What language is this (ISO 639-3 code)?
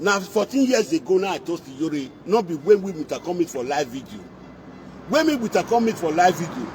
pcm